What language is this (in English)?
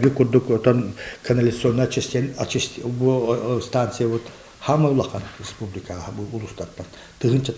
Yakut